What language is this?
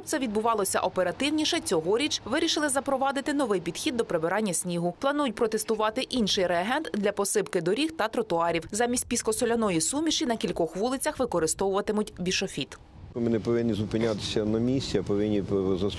Ukrainian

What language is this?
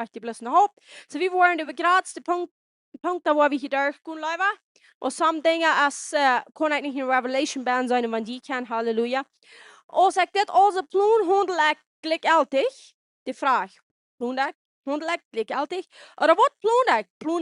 Plautdietsch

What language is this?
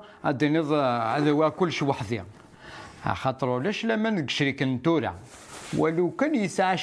Kabyle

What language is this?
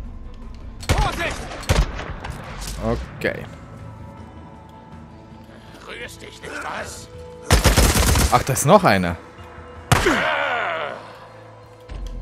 German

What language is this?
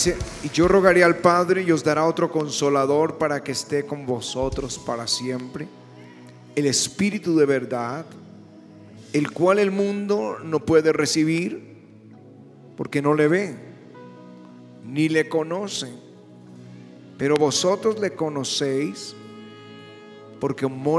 Spanish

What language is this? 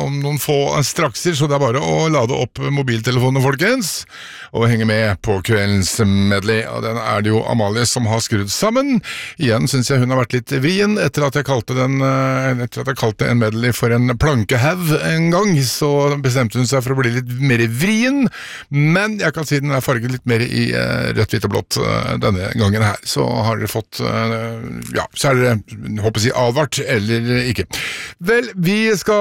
Norwegian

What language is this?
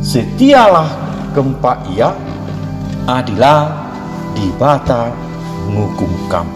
Batak Karo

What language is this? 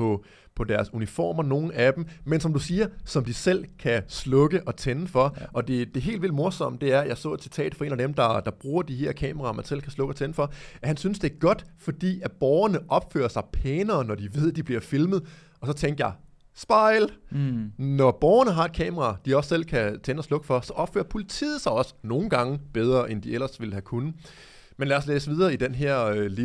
Danish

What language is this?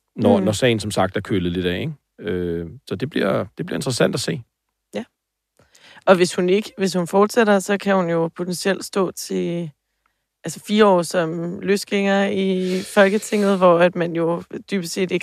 Danish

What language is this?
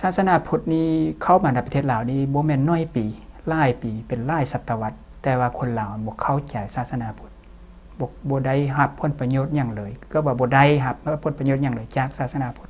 Lao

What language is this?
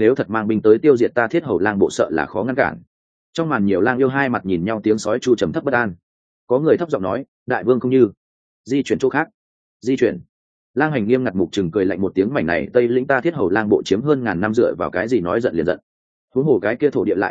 Vietnamese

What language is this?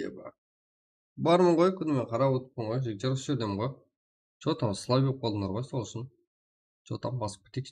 Kara-Kalpak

